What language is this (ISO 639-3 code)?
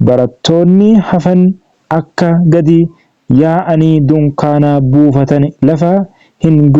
orm